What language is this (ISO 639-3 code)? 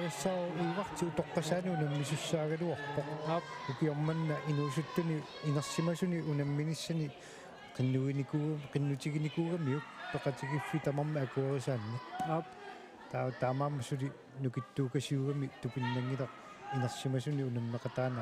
kal